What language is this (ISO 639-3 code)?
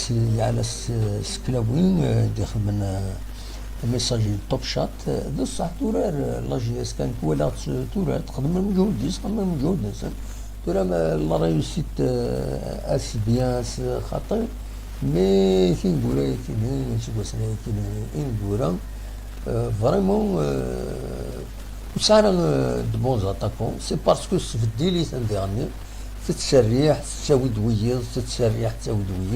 kab